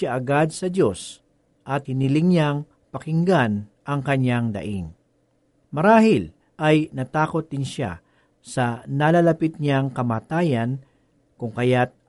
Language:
Filipino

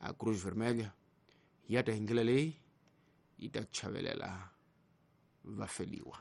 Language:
Tsonga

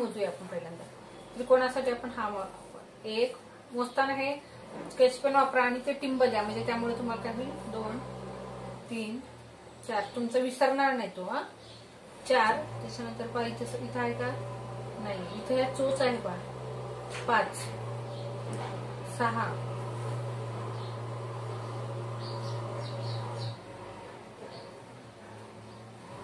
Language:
Marathi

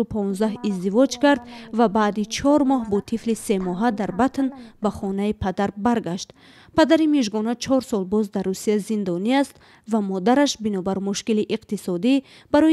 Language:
Tajik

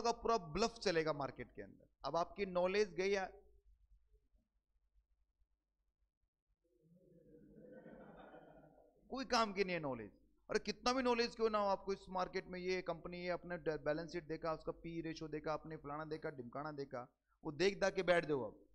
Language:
Hindi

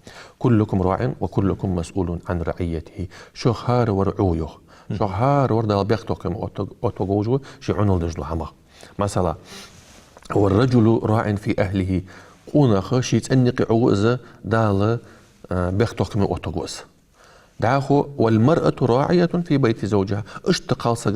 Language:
Ingush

